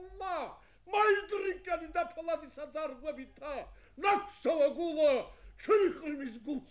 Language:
Georgian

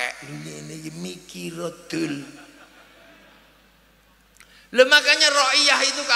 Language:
Indonesian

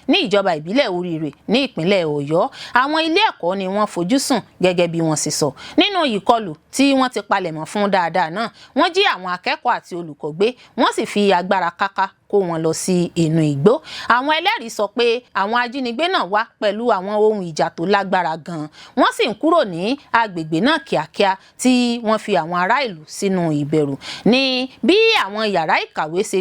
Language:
Yoruba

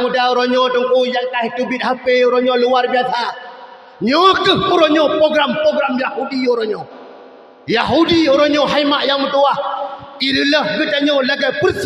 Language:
Achinese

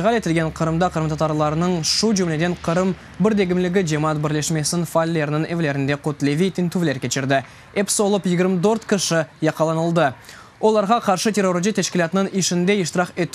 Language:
Crimean Tatar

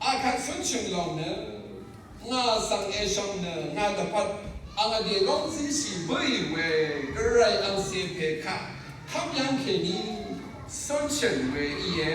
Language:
Rawang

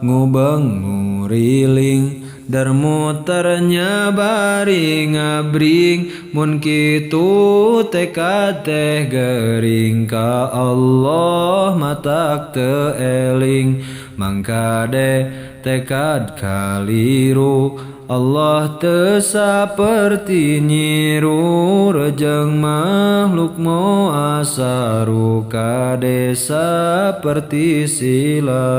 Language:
Sundanese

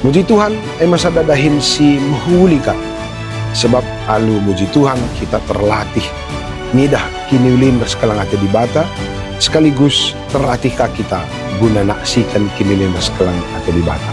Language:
Batak Karo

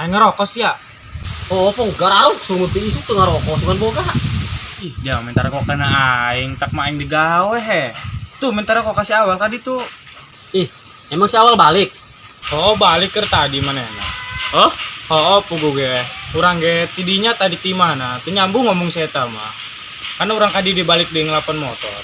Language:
Sundanese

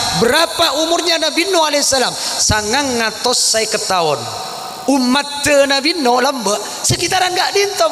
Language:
Madurese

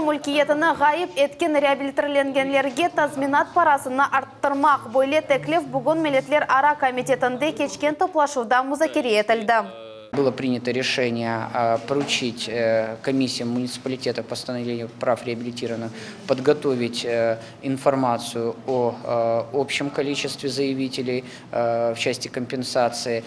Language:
Crimean Tatar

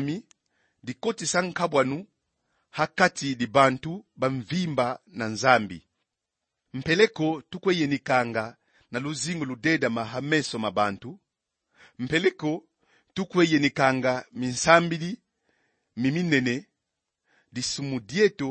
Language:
Kongo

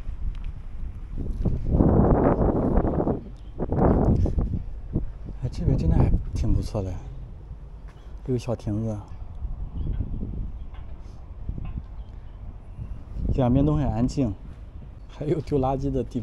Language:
Chinese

